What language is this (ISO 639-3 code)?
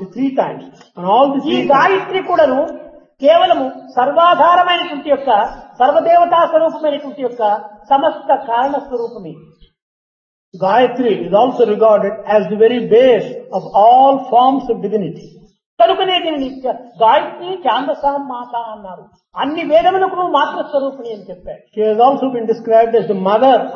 tel